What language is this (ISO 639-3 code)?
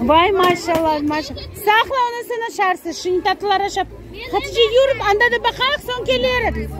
crh